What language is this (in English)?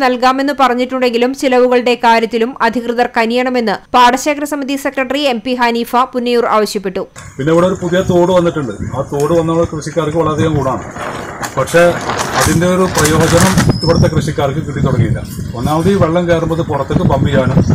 Malayalam